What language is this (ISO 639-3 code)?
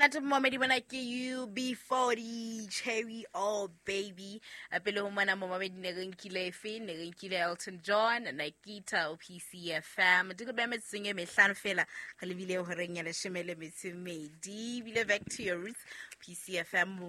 sot